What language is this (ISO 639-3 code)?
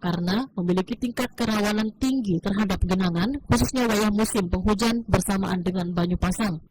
bjn